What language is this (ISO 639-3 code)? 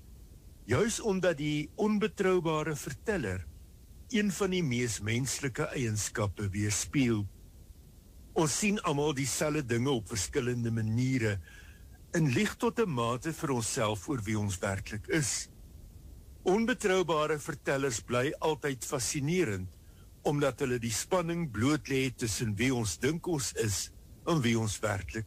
afr